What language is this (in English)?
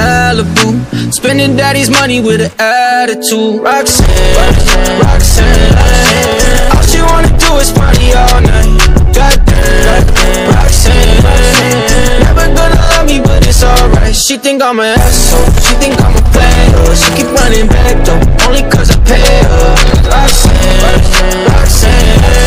English